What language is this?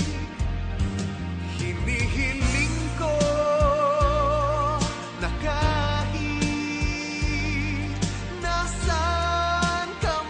Filipino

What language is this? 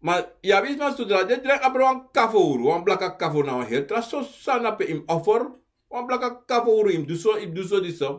Sranan Tongo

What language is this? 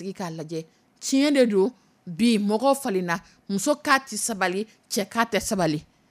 Dyula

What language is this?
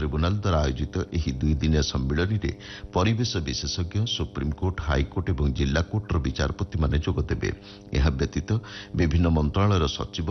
Odia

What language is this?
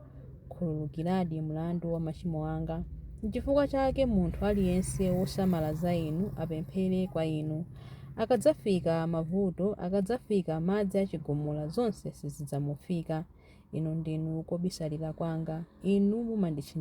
Nyanja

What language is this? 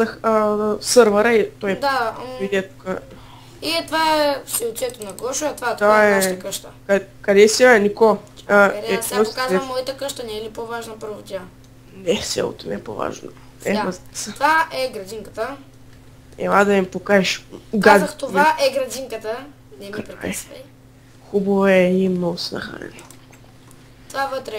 Bulgarian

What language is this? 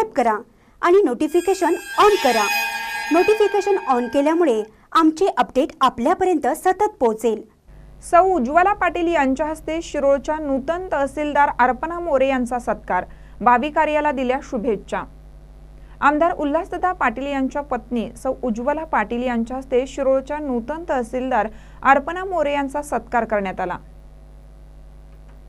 Marathi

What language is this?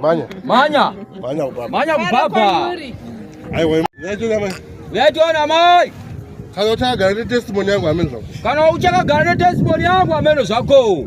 Shona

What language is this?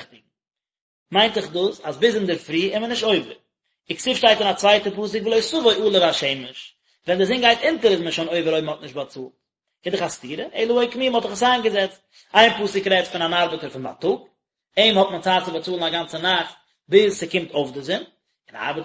Yiddish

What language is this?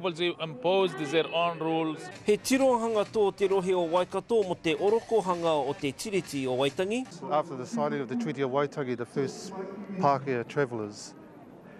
Māori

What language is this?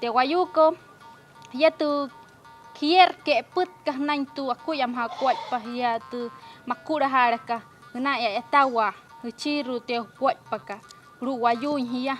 Wayuu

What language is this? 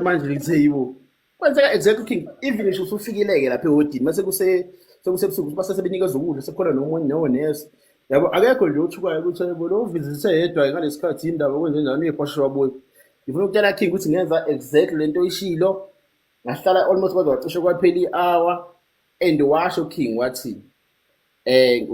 Zulu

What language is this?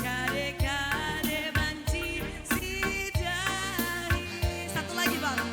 Batak Karo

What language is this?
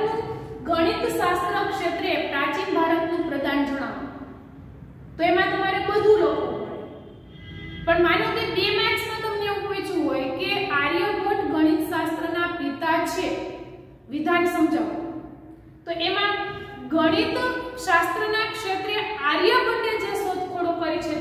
Gujarati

